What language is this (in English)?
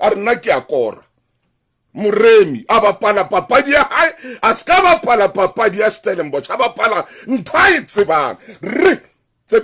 Southern Sotho